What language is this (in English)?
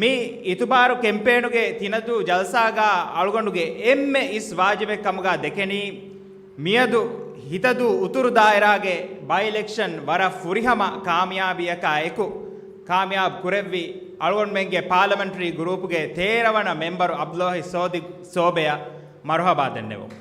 Divehi